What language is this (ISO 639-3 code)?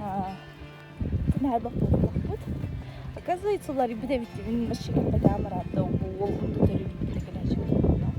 sah